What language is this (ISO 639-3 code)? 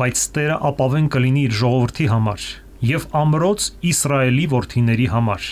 hye